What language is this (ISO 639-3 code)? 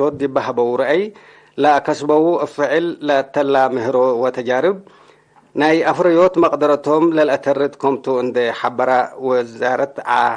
tig